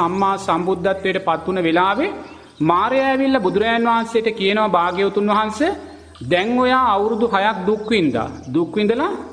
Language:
Sinhala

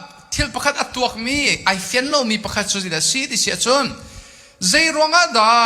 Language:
Hakha Chin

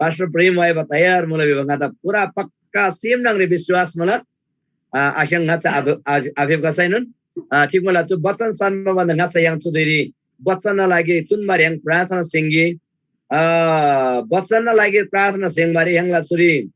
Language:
Eastern Tamang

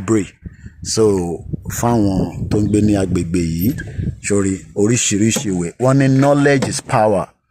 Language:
Yoruba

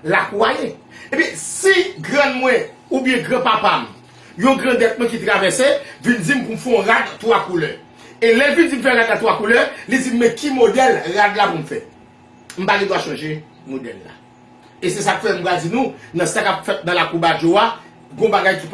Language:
Haitian Creole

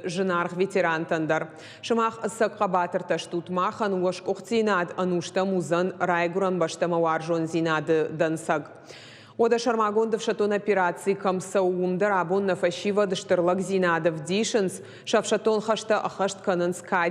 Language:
Ossetic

